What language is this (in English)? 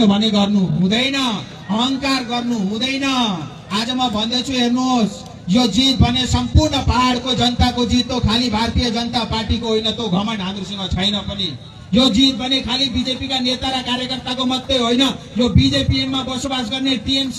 Nepali